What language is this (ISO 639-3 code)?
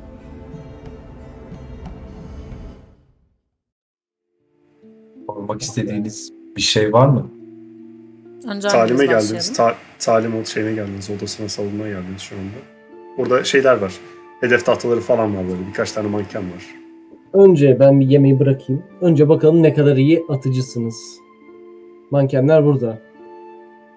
tur